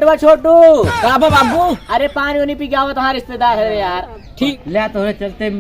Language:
Awadhi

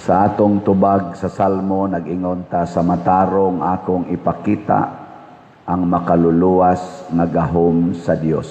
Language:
Cebuano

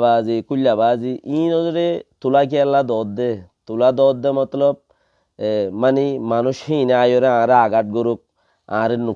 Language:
Rohingya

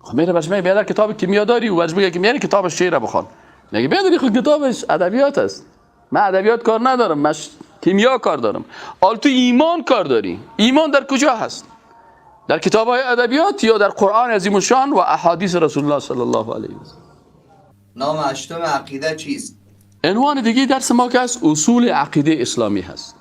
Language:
Persian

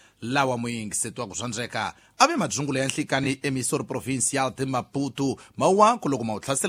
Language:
Tsonga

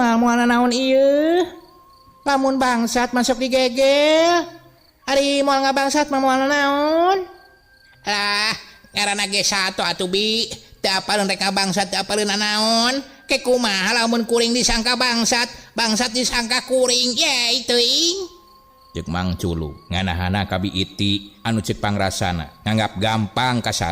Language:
Sundanese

